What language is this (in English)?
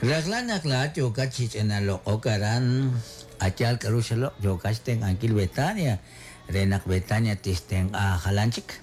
Kekchí